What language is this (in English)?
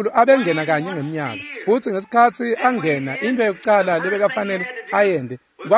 Swati